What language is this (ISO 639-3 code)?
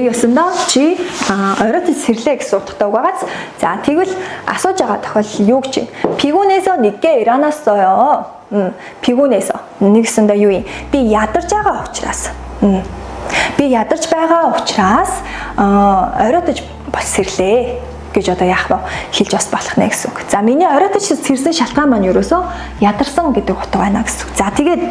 mon